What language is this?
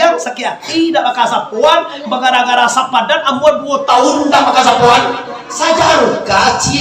Minangkabau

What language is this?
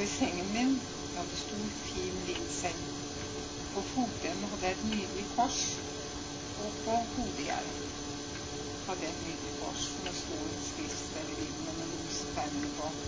Norwegian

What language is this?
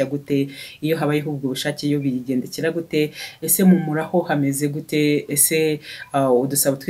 Kinyarwanda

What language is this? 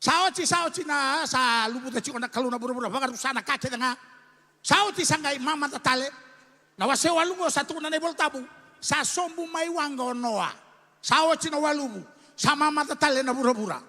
Fijian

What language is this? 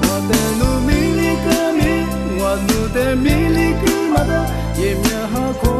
Lisu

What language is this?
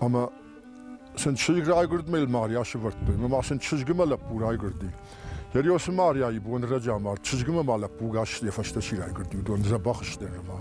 Ossetic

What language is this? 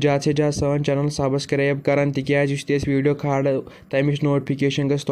Kashmiri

